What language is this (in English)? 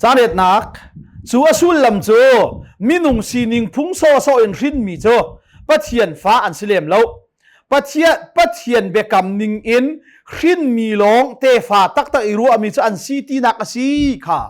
Hakha Chin